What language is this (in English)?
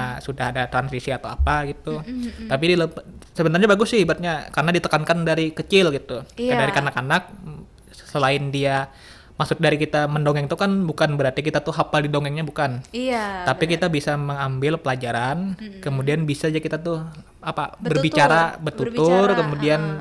Banjar